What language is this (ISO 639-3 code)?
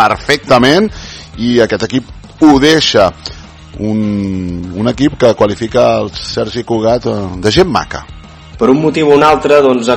cat